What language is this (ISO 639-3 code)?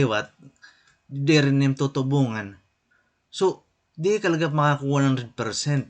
war